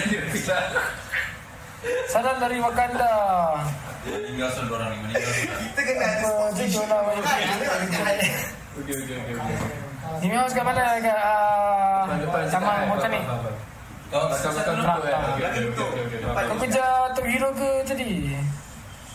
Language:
Malay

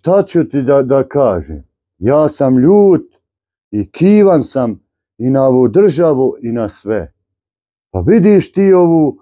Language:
Bosnian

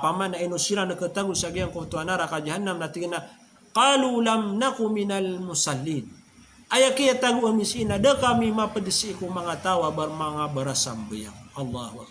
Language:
Maranao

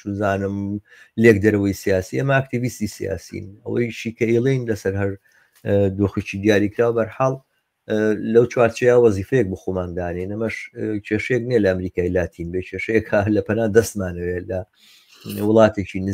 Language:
Central Kurdish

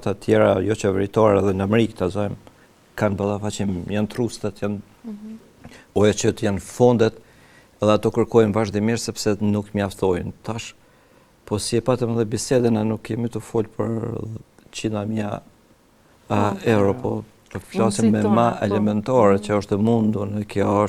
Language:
Albanian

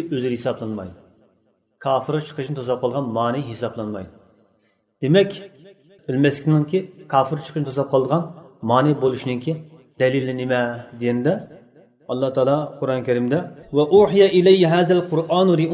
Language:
Uyghur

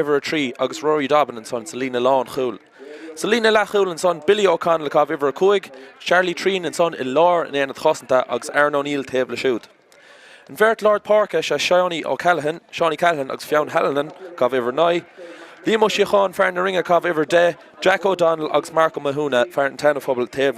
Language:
Irish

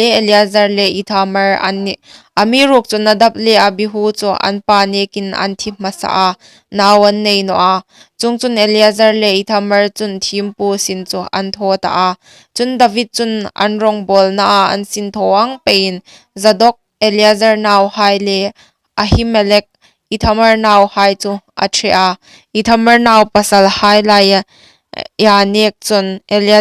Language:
Hmar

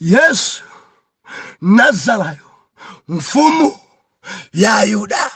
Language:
Nyanja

